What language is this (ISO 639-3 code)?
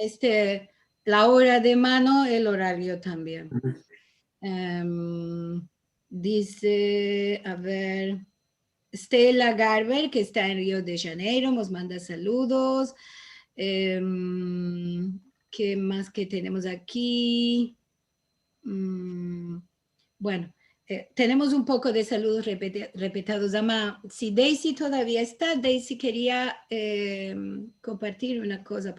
lad